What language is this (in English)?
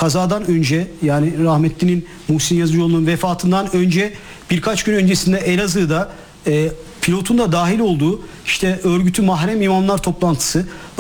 Turkish